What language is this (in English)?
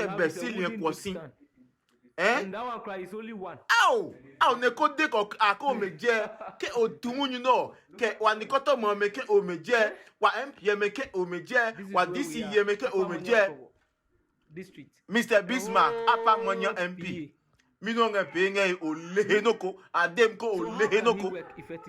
Adangme